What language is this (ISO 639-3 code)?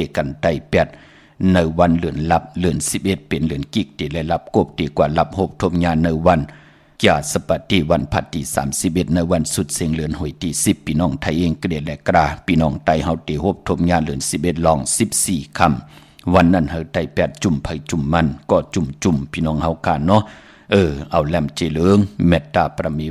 shn